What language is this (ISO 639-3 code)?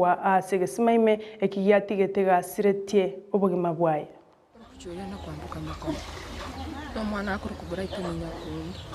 guz